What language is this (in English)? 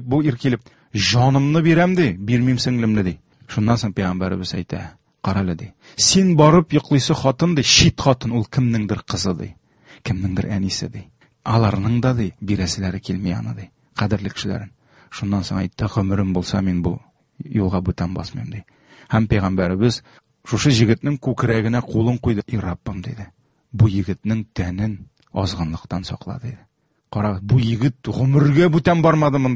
Tatar